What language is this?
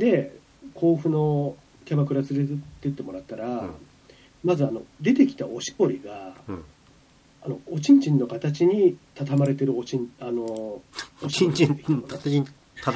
Japanese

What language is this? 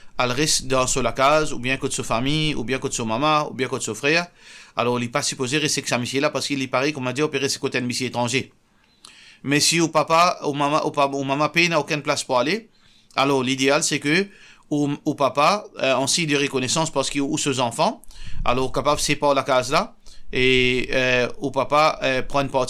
Morisyen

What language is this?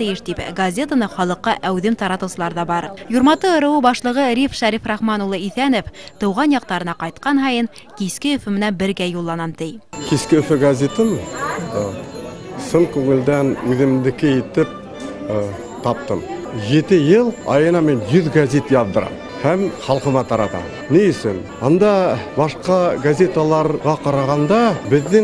Bashkir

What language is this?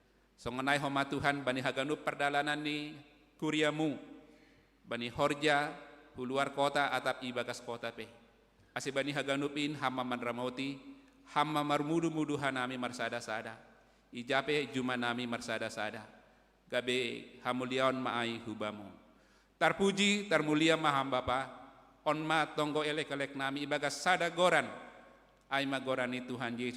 Batak Simalungun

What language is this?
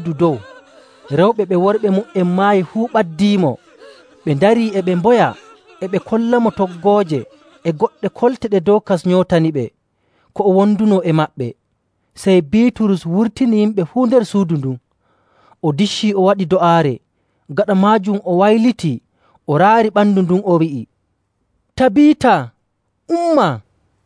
Nigerian Fulfulde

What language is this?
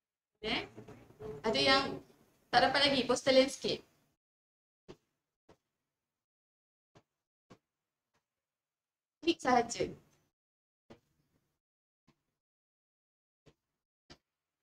Malay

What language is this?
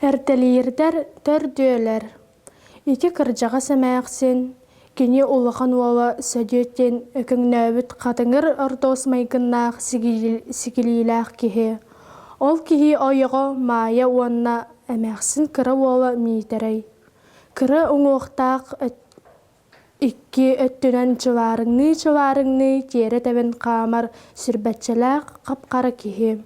Yakut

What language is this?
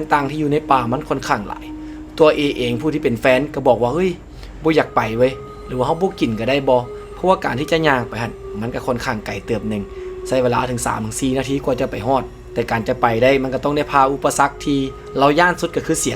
Lao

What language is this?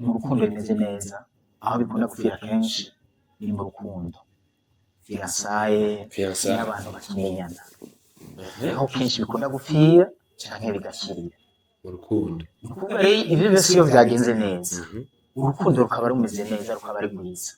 Rundi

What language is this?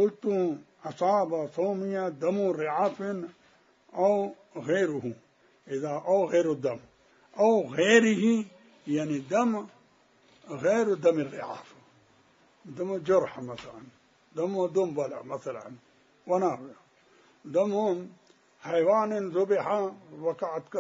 Mesopotamian Arabic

